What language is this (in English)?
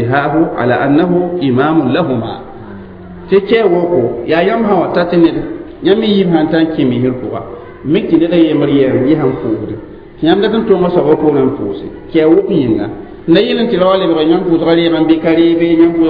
Mossi